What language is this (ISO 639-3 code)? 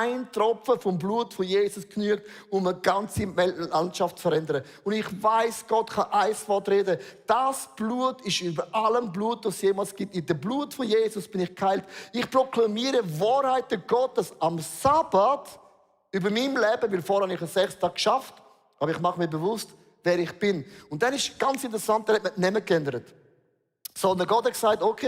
gsw